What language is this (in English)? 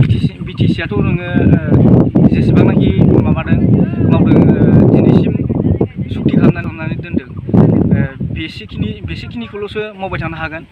Bodo